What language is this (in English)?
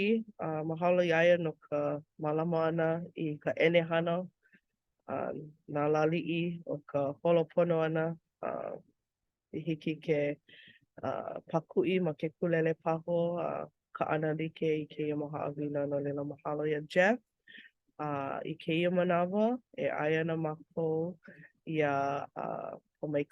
Hawaiian